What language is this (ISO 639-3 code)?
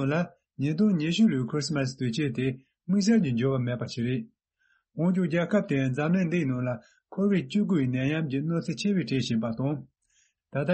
bod